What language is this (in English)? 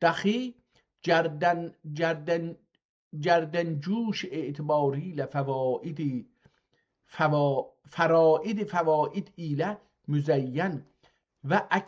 South Azerbaijani